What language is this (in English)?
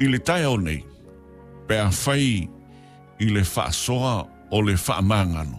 Samoan